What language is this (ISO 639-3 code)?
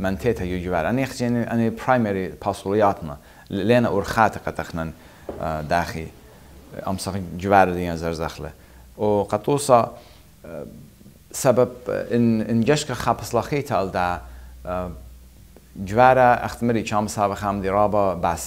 aii